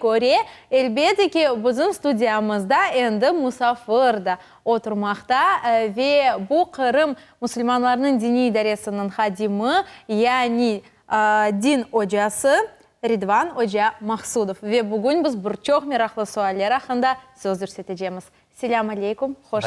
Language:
Crimean Tatar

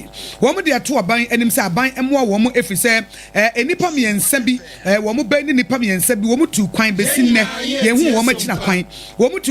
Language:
Akan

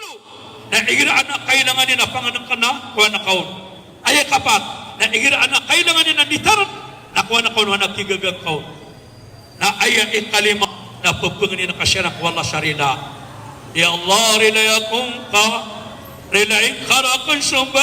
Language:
Maranao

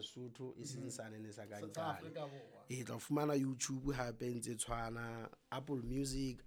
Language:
Southern Sotho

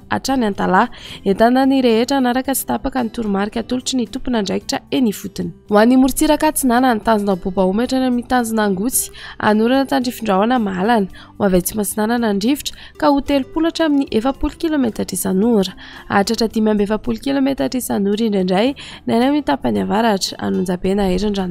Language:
Malagasy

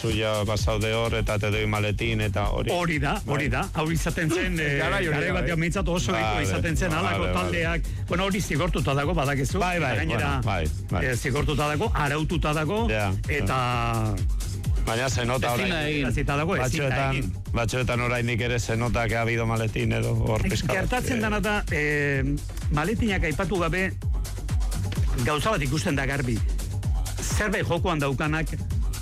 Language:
Basque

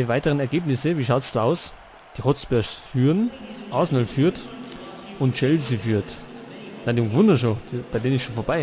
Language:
Bavarian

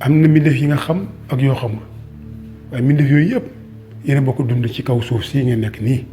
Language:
Wolof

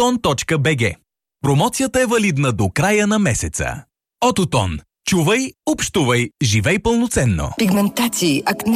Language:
Bulgarian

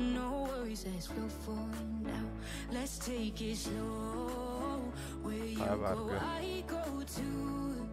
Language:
Yakut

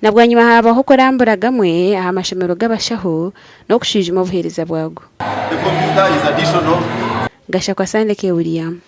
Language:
Nyankole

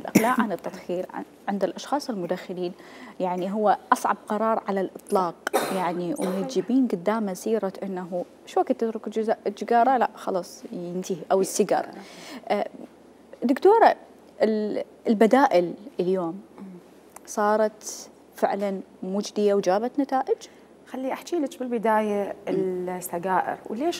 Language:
Mesopotamian Arabic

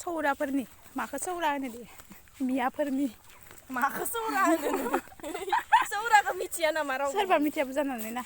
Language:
Bodo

